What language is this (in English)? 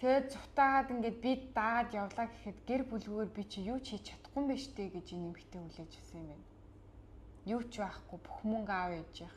Mongolian